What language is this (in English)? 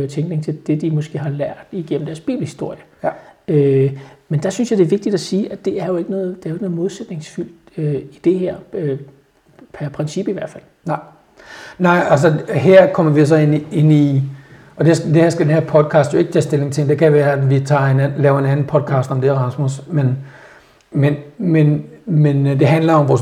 Danish